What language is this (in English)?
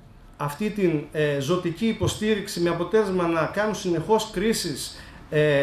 Greek